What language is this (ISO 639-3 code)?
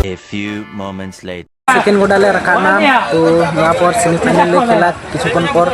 sat